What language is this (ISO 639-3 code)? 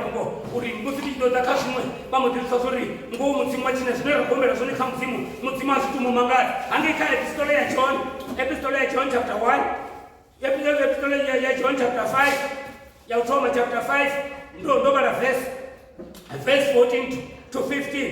ven